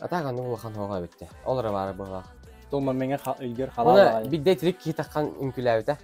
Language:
Yakut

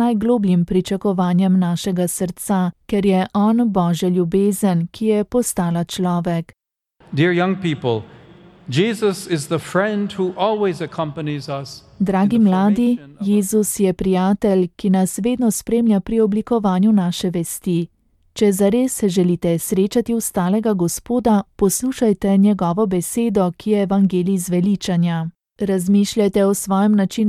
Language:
Slovenian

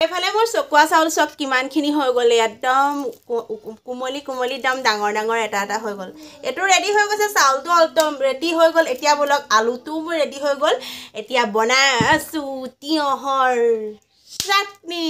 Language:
Assamese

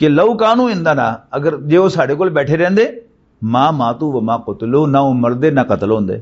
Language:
Western Panjabi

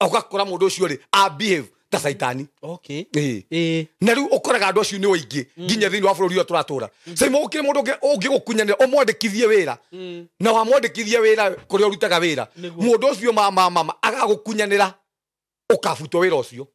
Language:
Kikuyu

